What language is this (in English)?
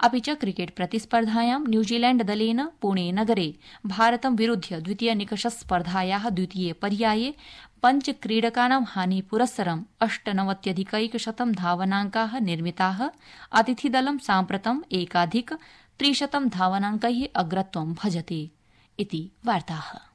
Sanskrit